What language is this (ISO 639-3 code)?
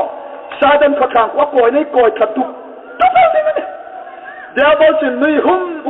hmr